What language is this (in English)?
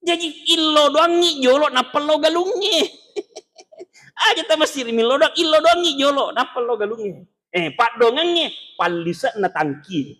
Buginese